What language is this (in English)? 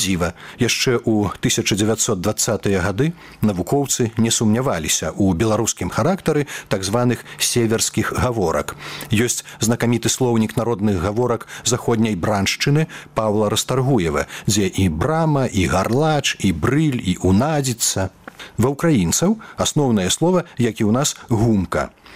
Belarusian